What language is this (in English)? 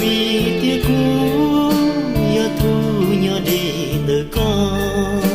Hmong